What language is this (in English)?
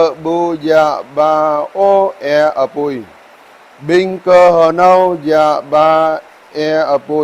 Jarai